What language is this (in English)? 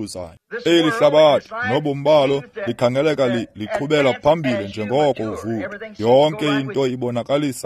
Xhosa